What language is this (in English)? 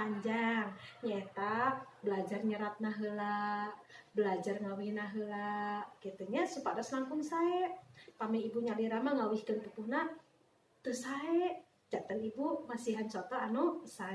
Sundanese